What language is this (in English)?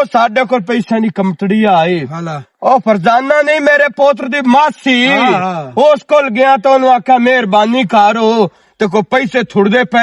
Western Panjabi